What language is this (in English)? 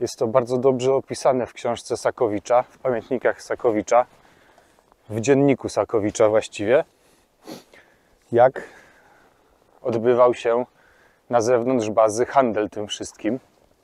Polish